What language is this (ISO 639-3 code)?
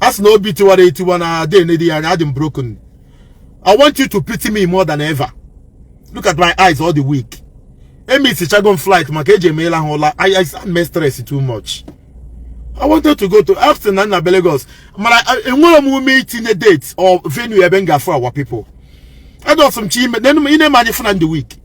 ibo